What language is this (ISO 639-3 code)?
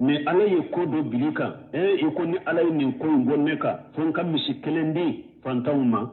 bam